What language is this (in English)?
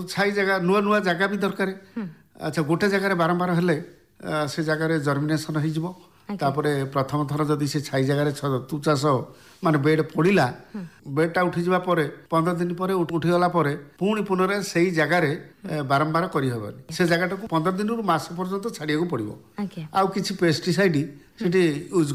Odia